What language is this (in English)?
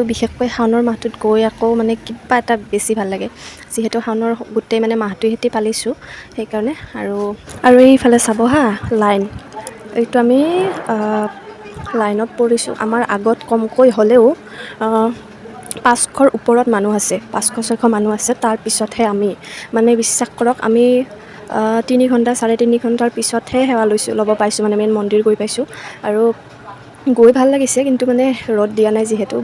Assamese